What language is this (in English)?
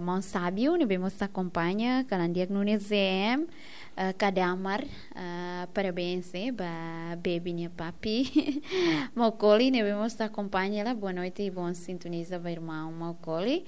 Tetum